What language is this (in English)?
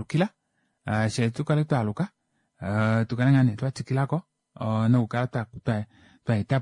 Kuanyama